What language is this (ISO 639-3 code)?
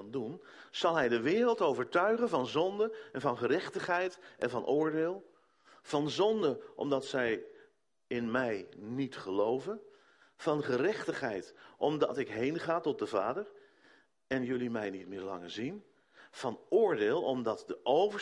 nld